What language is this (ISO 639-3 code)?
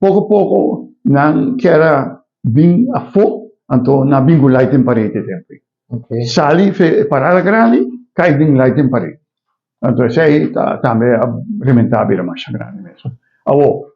pap